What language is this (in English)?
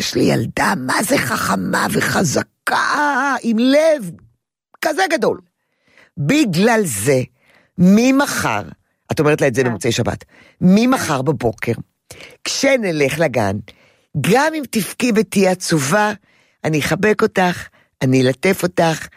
Hebrew